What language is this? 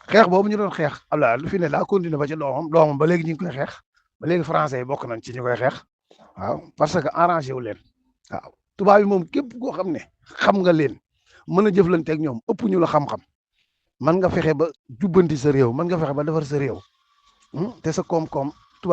Wolof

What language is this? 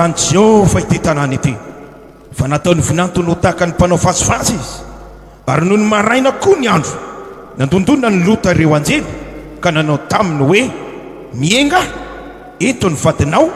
Malagasy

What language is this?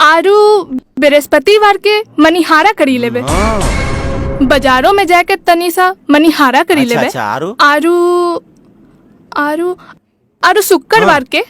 Angika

